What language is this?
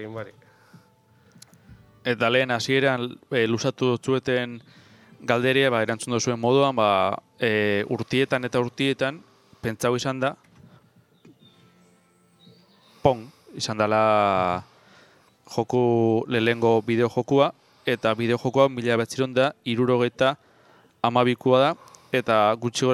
Basque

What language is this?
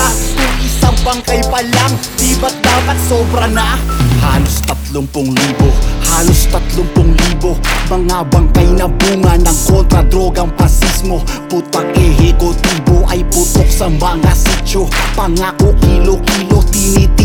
Filipino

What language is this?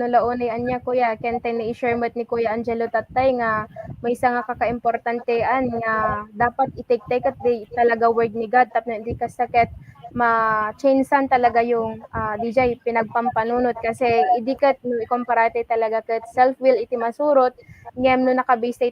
Iloko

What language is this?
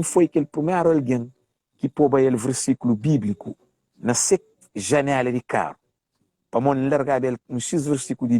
Kabuverdianu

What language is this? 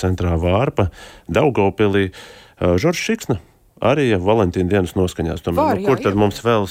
Latvian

